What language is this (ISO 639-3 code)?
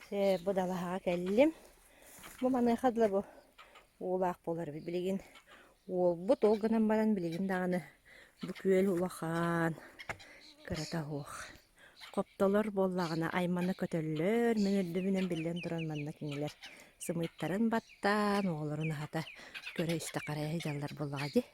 sah